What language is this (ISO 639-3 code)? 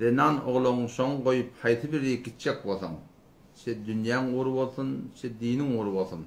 tuk